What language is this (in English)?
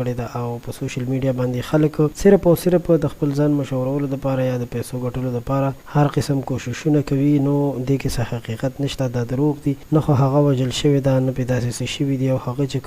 Pashto